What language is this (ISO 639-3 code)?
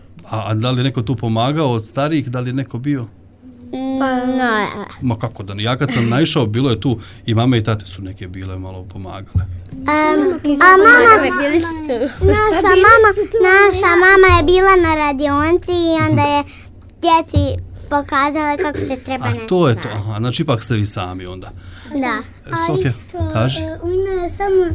srp